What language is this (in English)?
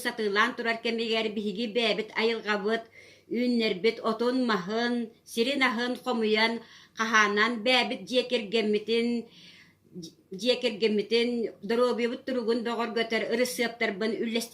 Yakut